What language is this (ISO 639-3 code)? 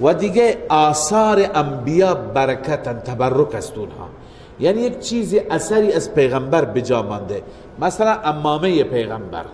fas